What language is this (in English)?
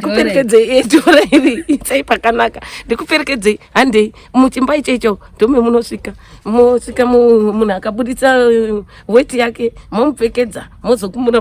Shona